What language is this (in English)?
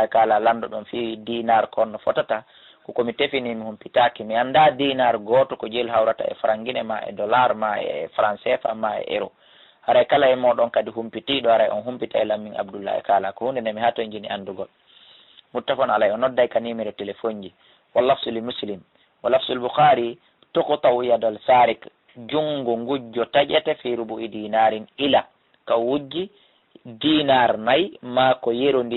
Fula